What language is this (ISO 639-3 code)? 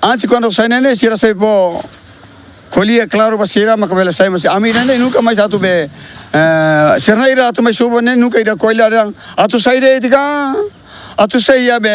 tet